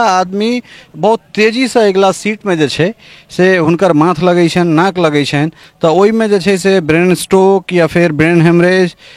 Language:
Maithili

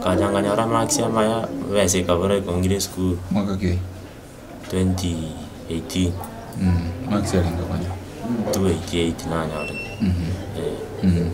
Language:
Gusii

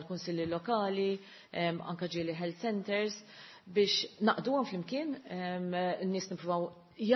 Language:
Maltese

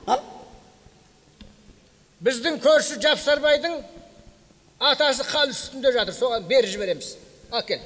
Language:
Kazakh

